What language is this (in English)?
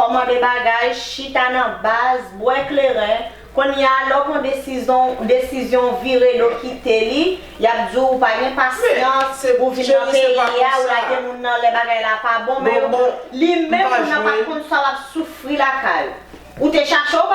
Haitian Creole